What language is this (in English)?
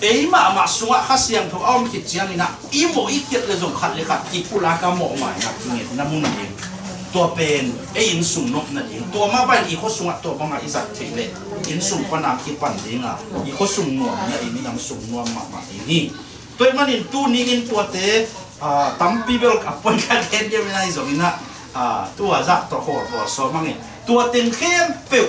Tedim Chin